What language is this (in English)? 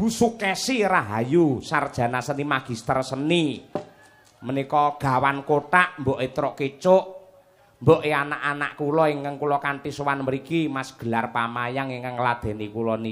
Javanese